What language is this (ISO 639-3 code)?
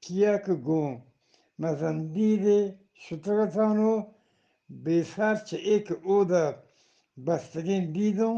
bgp